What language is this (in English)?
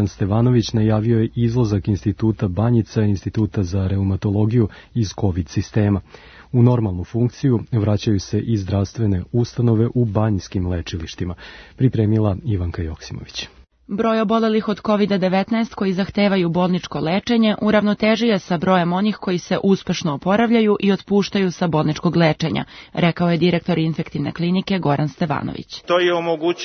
Serbian